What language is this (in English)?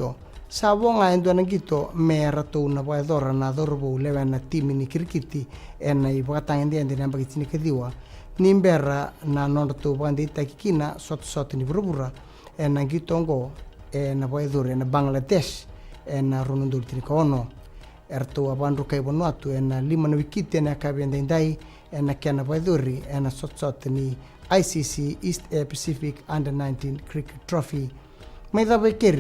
Fijian